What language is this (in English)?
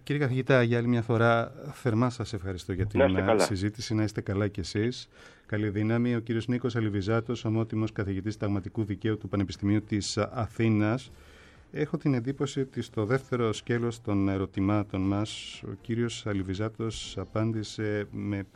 Greek